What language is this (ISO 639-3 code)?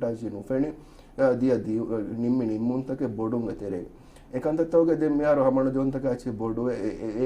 div